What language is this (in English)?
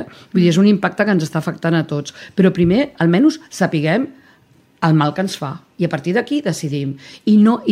Catalan